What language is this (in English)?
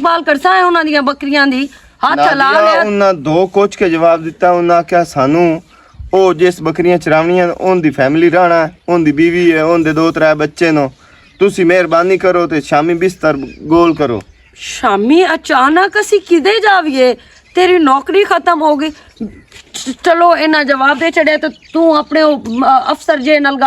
Western Panjabi